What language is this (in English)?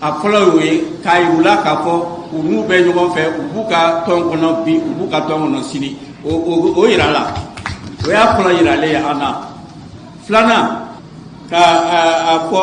Bambara